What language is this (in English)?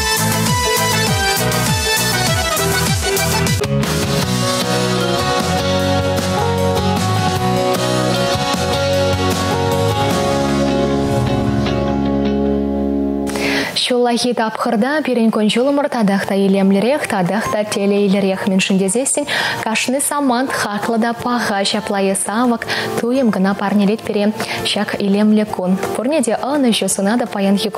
Chuvash